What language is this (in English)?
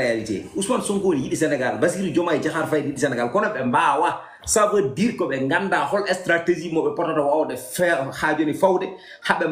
Fula